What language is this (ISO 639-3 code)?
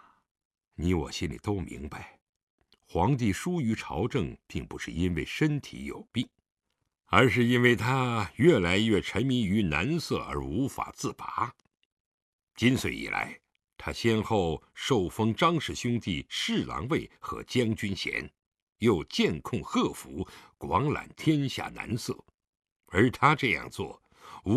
zho